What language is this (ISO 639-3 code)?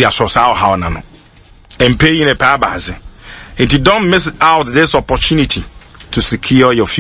aka